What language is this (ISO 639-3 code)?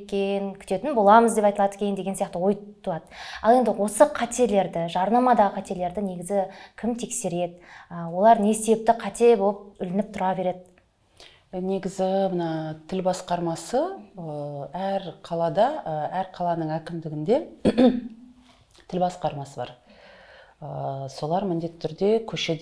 kaz